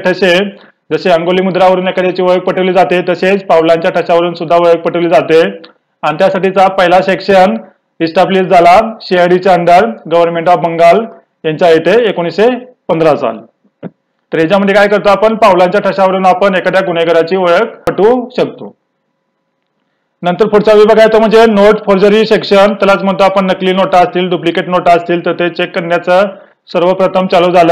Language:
Marathi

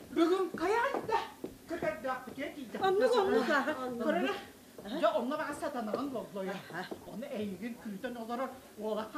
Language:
Yakut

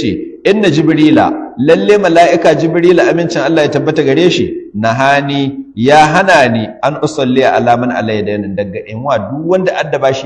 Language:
Hausa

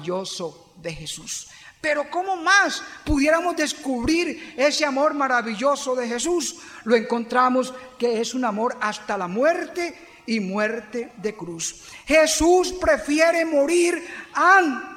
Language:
Spanish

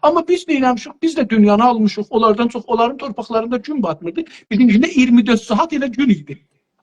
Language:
South Azerbaijani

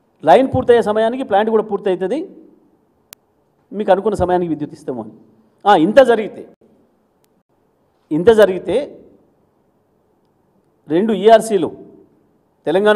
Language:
Telugu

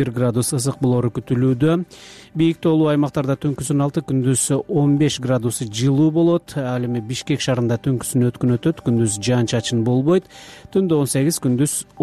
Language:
Kyrgyz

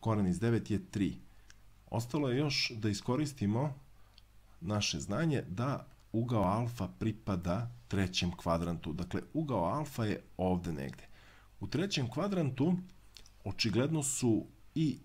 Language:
Serbian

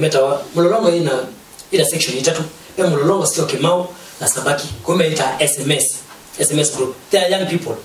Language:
Kamba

